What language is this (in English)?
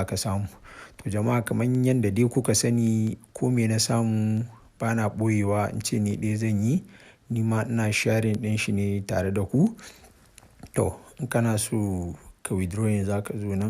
Hausa